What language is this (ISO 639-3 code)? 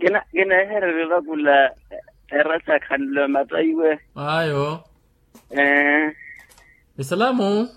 vmw